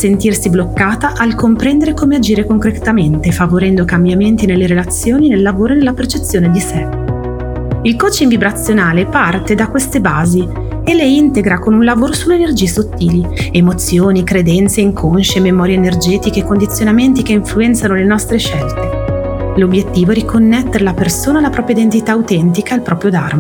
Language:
Italian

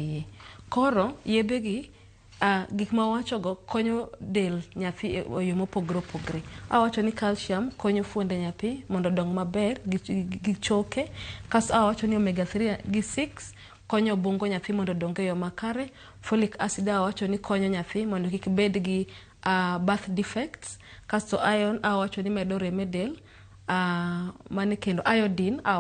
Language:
Luo (Kenya and Tanzania)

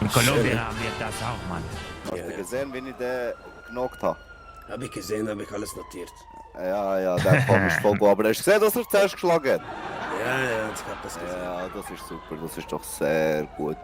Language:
Swiss German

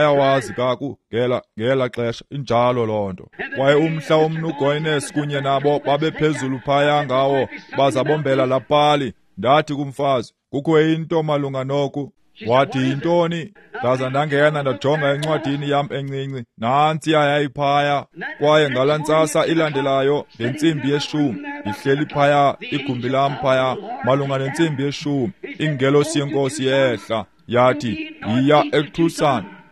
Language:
Xhosa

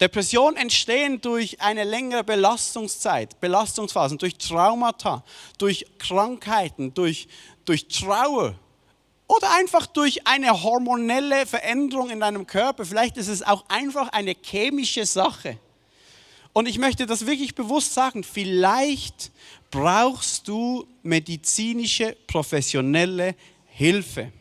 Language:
Swiss German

